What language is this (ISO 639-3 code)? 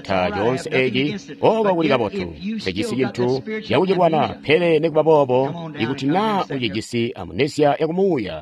toi